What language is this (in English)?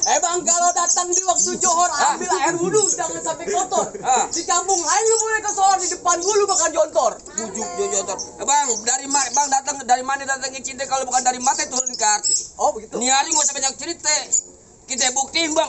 Betawi